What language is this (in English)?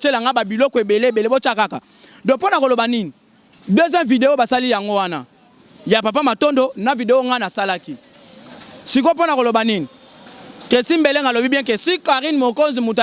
Lingala